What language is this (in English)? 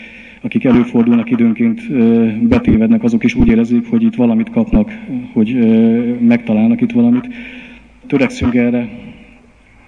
Hungarian